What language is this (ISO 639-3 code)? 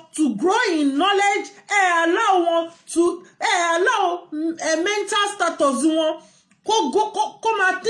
yor